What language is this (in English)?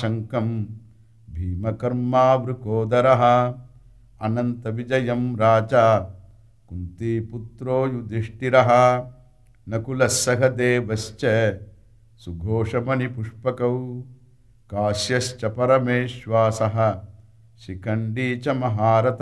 Sanskrit